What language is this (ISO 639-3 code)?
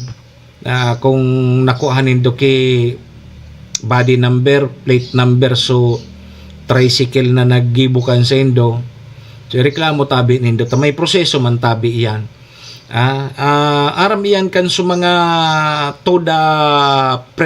bik